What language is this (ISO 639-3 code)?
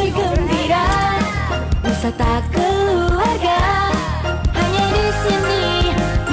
bew